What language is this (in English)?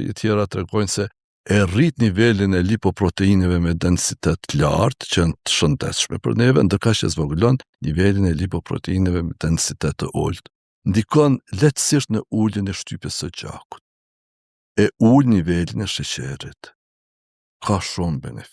Albanian